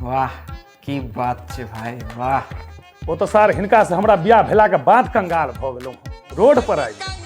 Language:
Maithili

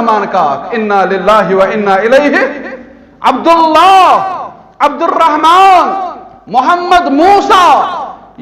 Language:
Kashmiri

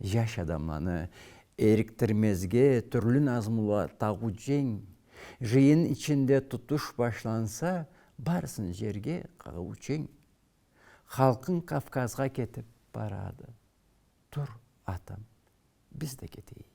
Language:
Karachay-Balkar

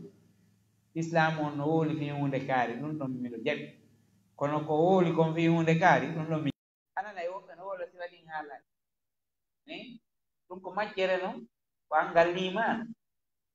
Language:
Fula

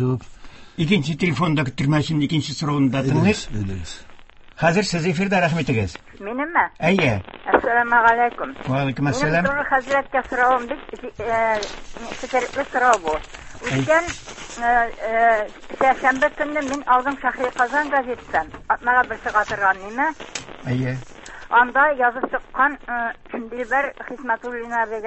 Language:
Tatar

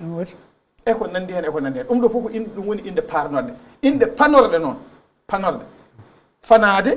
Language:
Fula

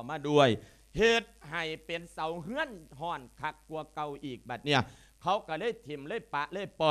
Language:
Lao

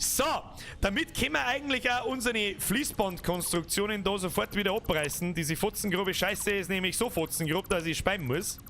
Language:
Bavarian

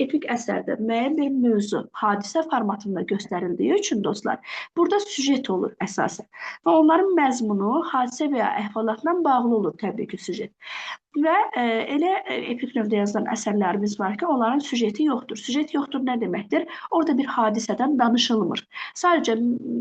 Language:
Azerbaijani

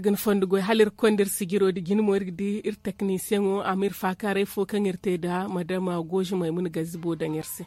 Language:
Zarma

